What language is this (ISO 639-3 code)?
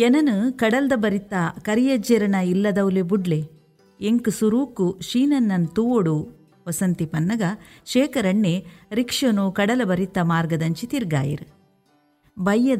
tcy